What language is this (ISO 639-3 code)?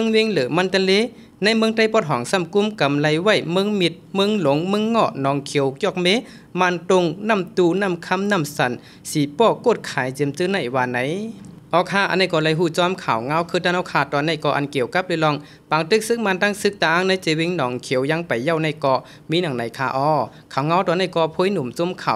shn